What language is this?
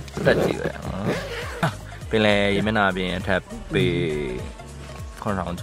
Burmese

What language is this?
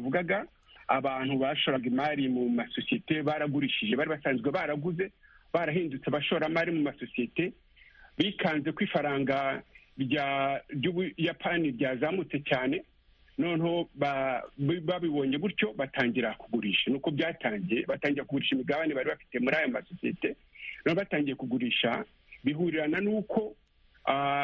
Kinyarwanda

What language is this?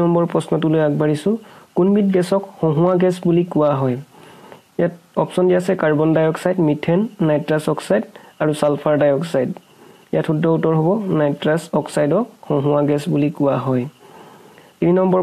Assamese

